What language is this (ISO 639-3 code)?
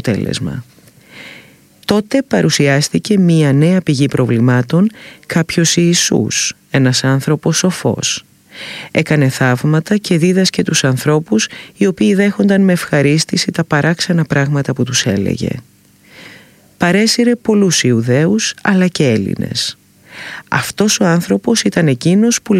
ell